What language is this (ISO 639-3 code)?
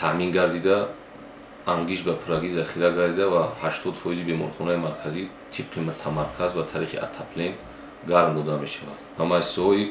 tgk